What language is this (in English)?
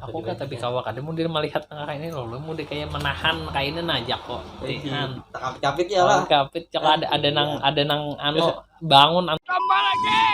Banjar